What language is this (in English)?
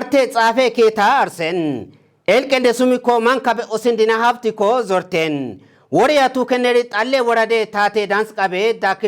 Kafa